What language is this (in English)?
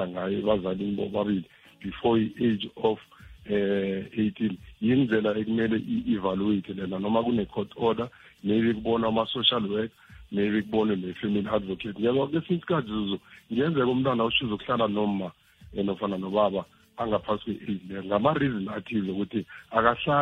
South Ndebele